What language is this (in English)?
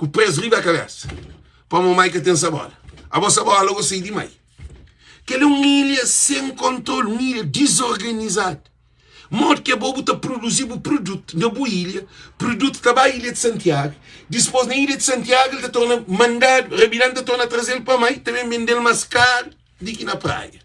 Kabuverdianu